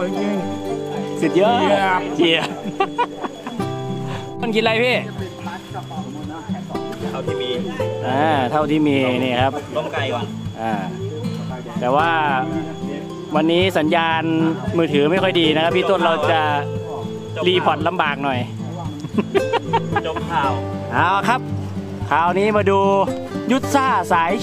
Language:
Thai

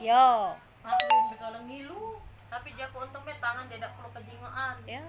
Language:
Musi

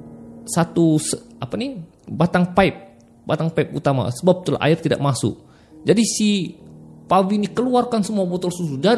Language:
Malay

